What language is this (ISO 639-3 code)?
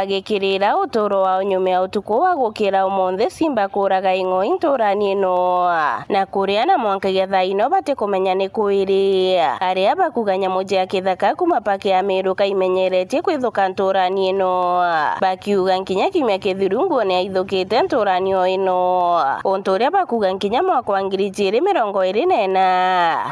mer